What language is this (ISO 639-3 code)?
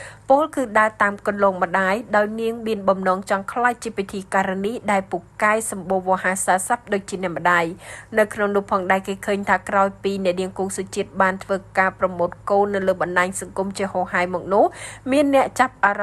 khm